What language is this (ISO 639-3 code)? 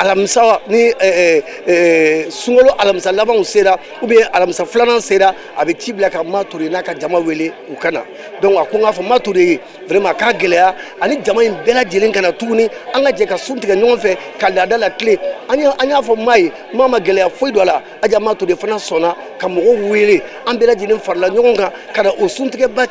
bam